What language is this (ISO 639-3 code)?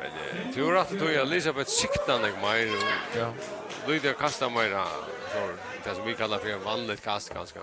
fao